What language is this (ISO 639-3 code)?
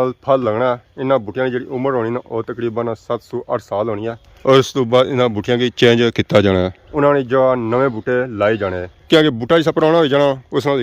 phr